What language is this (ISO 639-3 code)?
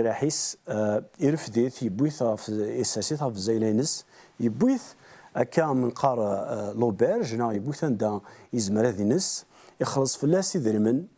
kab